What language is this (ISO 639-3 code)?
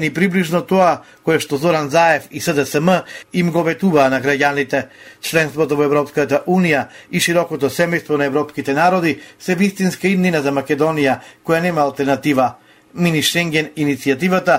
mkd